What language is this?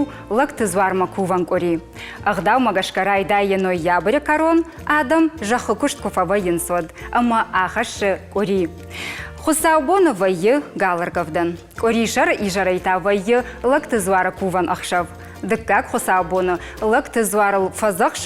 Ossetic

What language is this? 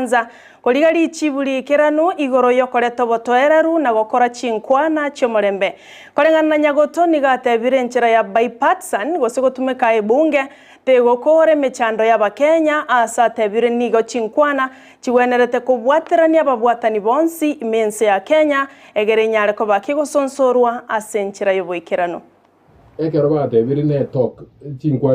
Gusii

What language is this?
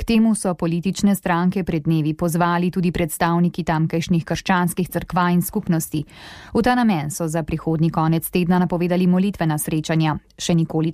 Slovenian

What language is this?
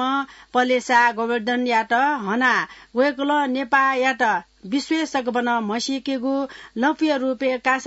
Newari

